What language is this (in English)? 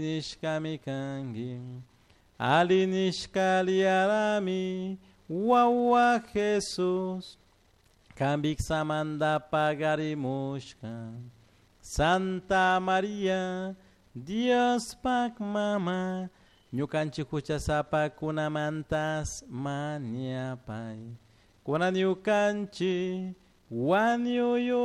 Chimborazo Highland Quichua